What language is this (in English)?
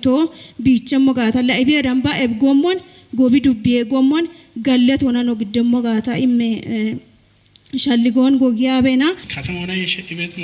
Kafa